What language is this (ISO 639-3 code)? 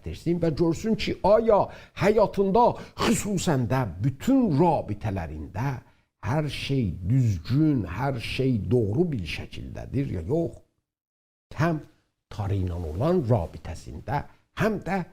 azb